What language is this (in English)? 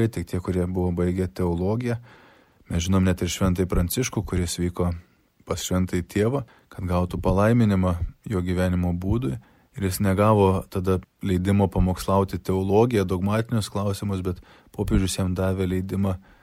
Lithuanian